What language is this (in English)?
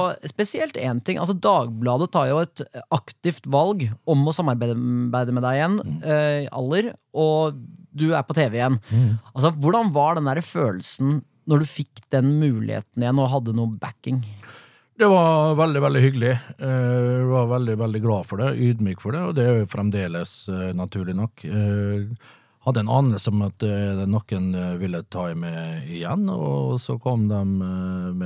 Norwegian